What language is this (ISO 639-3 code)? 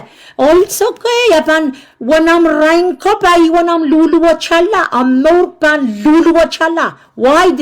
pon